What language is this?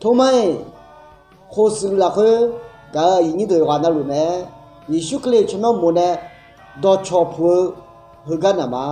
Akha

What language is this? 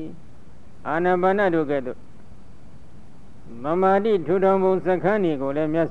Burmese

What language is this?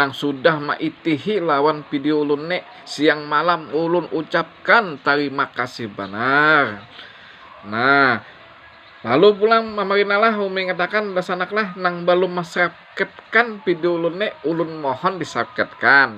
Banjar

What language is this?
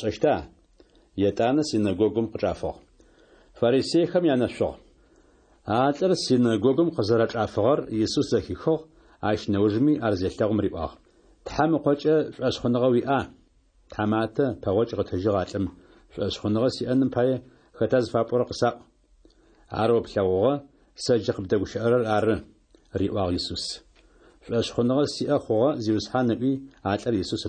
Adyghe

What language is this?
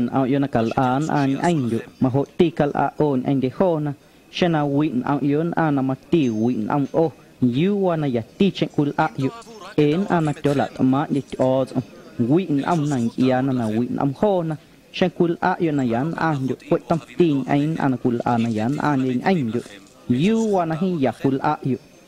Guerrero Amuzgo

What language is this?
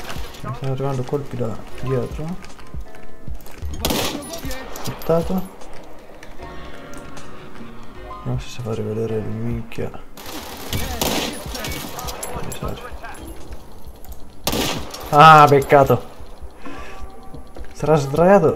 Italian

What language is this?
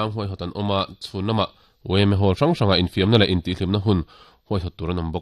Mizo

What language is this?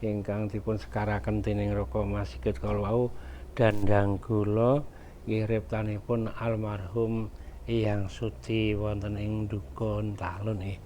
Javanese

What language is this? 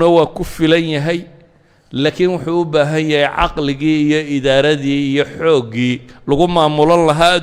Somali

